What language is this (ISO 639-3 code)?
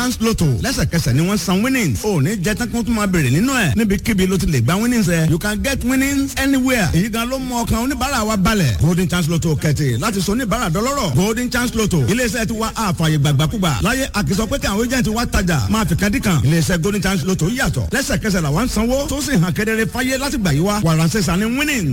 yor